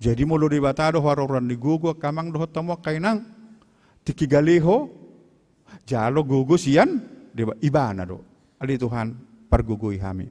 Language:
Batak Toba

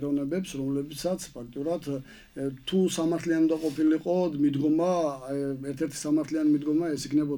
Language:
Georgian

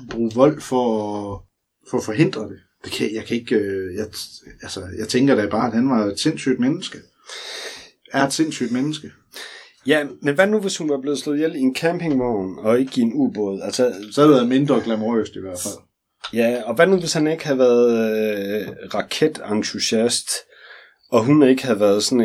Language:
Danish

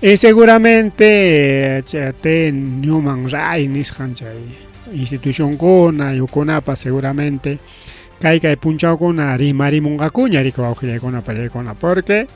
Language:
Ayacucho Quechua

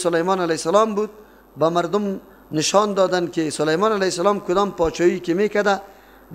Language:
Persian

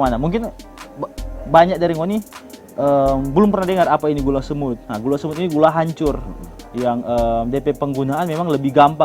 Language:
Manado Malay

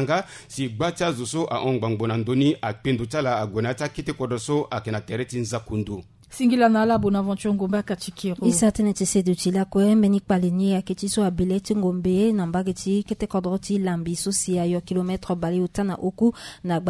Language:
Sango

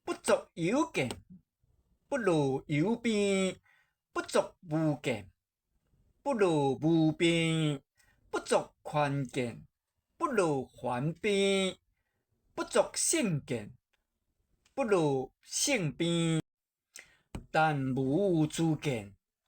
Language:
Min Nan Chinese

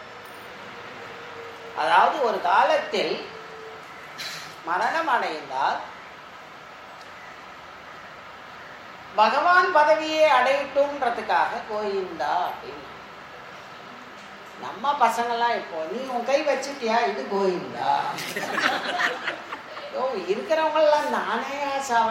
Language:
Tamil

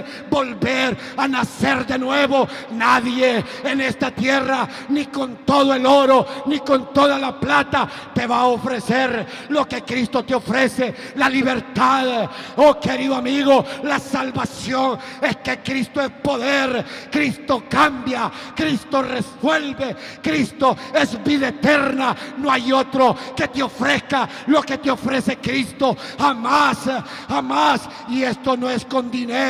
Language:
Spanish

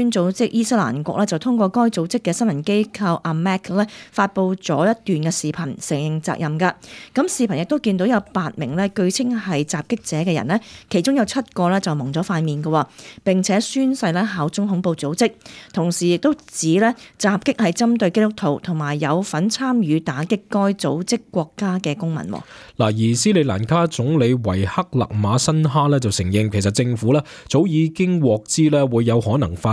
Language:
Cantonese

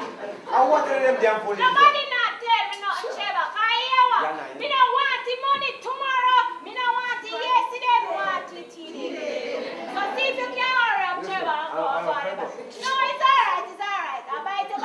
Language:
Jamaican Creole English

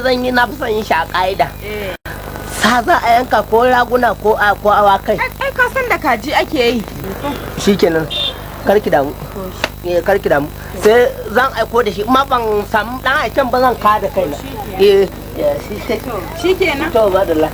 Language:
Hausa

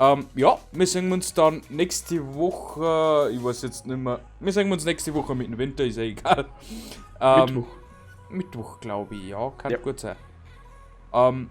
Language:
Bavarian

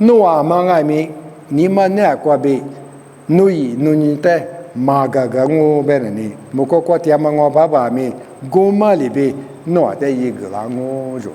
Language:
Lisu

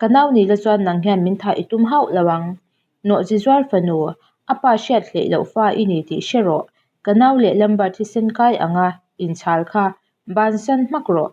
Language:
Mizo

